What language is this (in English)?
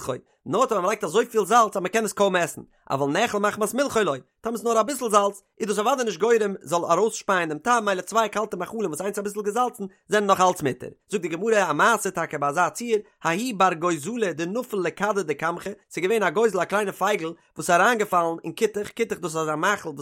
Yiddish